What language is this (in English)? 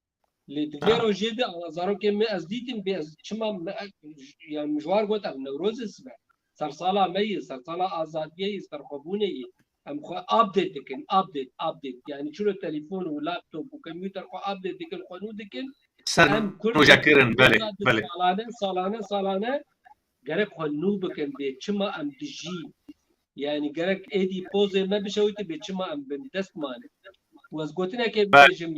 Kurdish